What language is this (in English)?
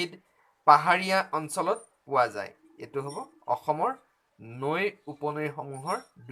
Assamese